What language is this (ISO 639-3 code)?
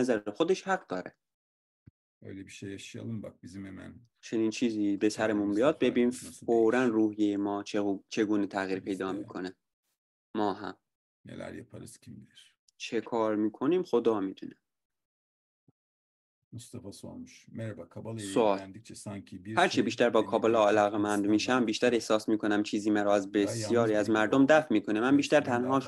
fas